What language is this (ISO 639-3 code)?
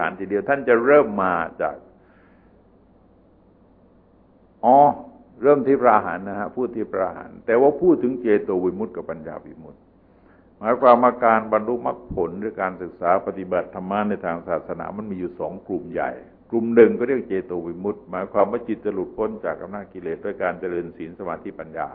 tha